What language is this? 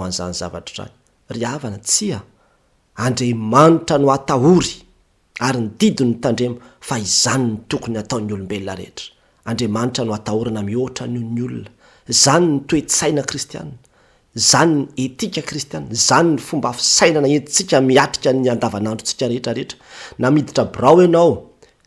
Malagasy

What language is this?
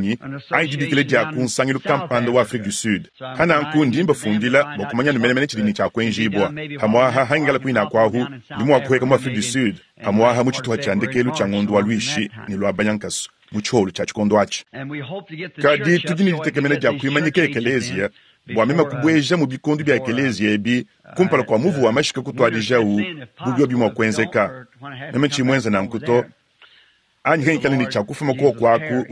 Luba-Lulua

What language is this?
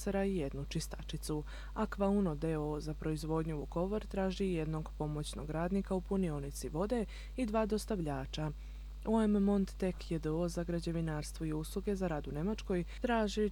Croatian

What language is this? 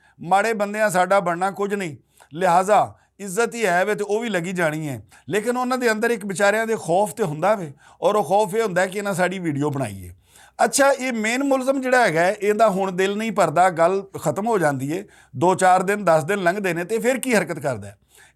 Western Panjabi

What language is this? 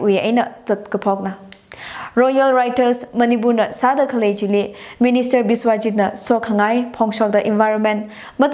Tangkhul Naga (India)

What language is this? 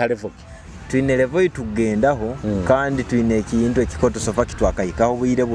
Nyoro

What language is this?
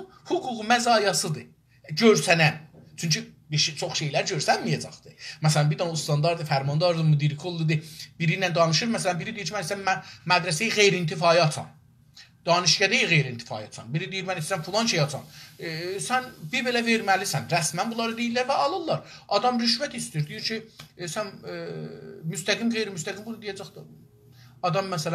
South Azerbaijani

